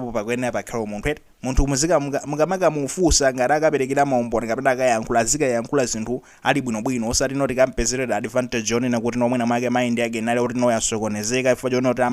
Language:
Nyanja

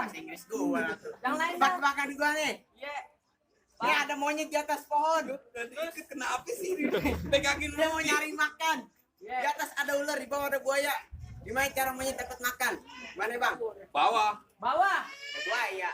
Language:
Betawi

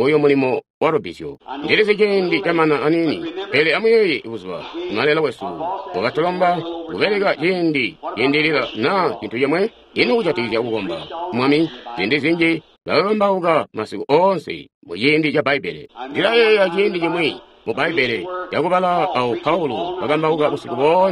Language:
Tonga (Zambia)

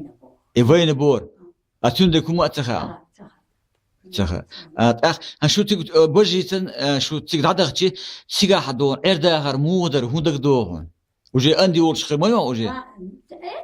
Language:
Chechen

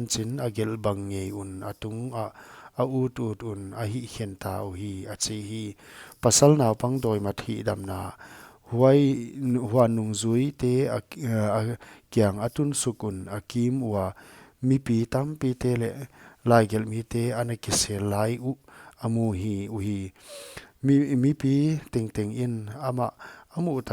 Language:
Paite Chin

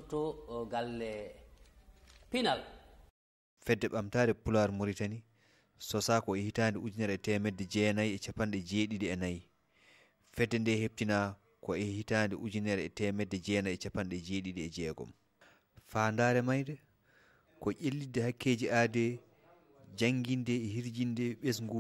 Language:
Fula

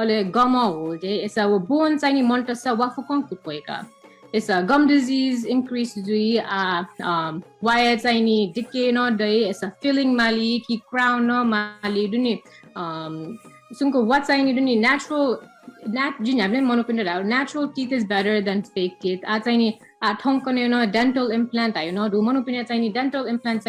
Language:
Newari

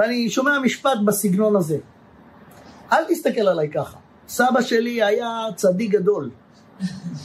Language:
Hebrew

